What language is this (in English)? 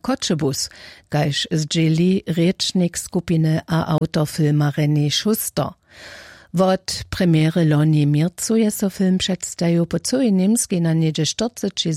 Upper Sorbian